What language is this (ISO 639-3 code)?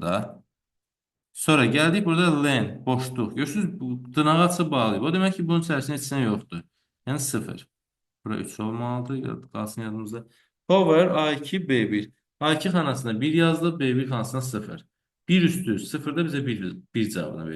aze